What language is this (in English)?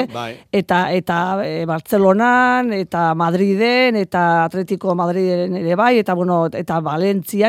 Basque